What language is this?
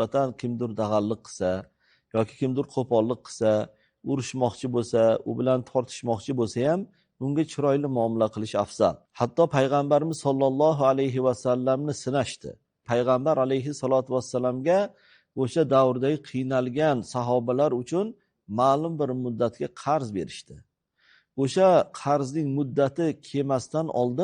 Uzbek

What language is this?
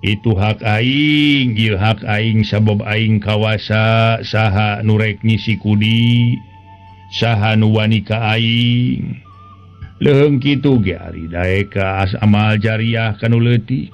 Sundanese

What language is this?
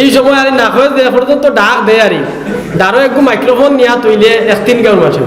Sylheti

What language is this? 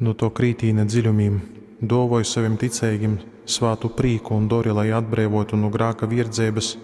Latgalian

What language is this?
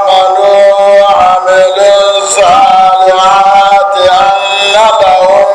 Hausa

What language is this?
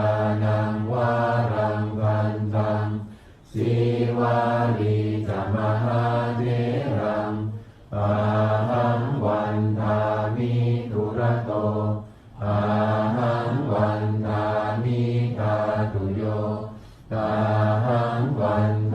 Pali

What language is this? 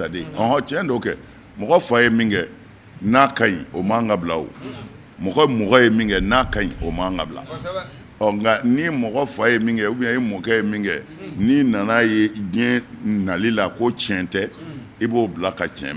Bambara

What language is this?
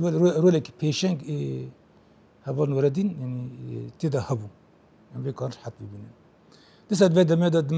Kurdish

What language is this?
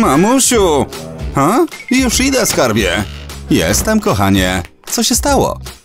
Polish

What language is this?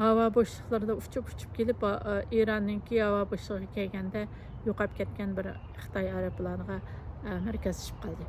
Uyghur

